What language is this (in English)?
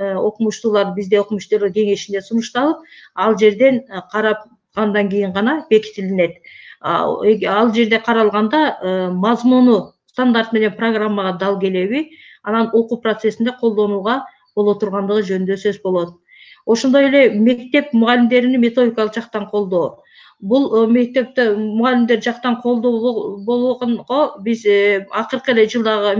Kyrgyz